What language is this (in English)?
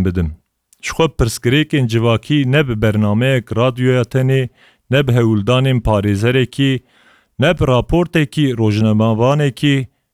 Kurdish